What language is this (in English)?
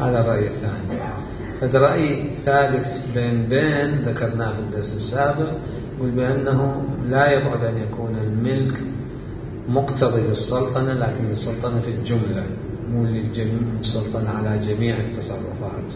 Mesopotamian Arabic